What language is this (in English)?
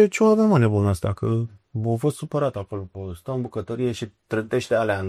Romanian